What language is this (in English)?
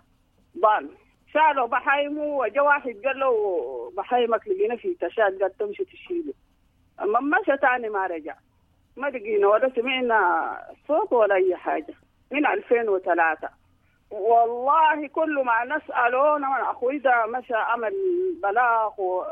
Sudanese Arabic